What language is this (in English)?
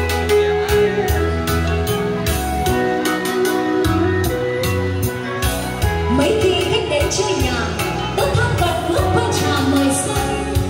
Vietnamese